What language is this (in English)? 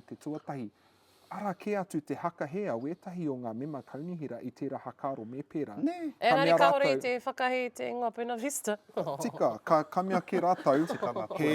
Māori